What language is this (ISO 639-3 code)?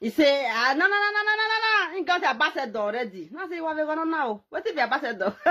pcm